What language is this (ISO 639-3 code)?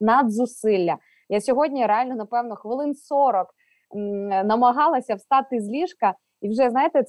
ukr